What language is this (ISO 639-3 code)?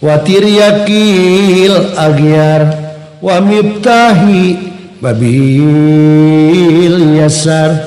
sun